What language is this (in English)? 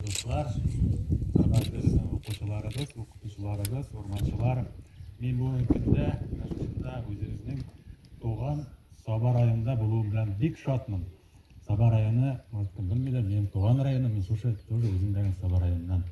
Tatar